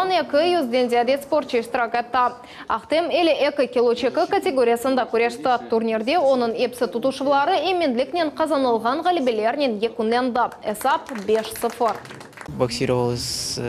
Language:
Crimean Tatar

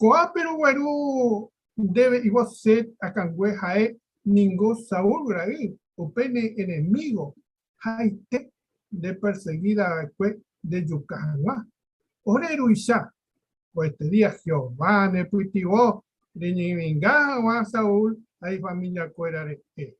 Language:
Guarani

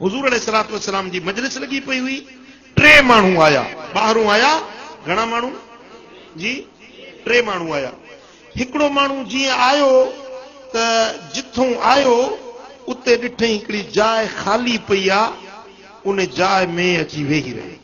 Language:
Sindhi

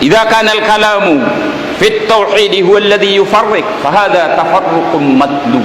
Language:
Maranao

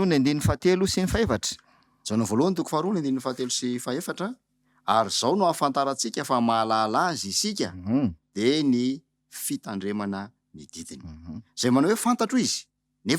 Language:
Malagasy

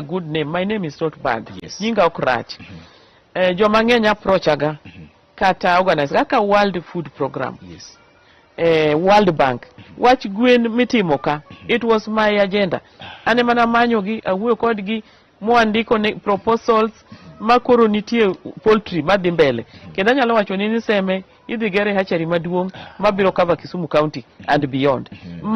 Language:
Luo (Kenya and Tanzania)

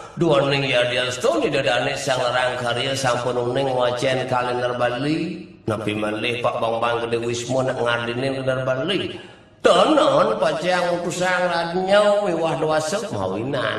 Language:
Balinese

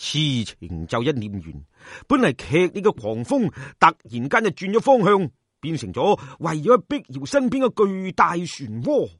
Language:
Cantonese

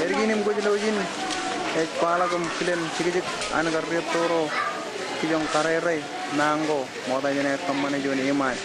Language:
Marshallese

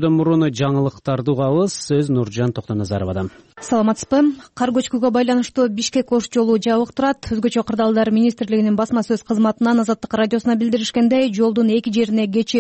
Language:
Kyrgyz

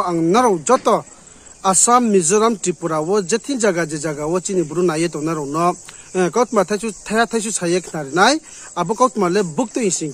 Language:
Riang (India)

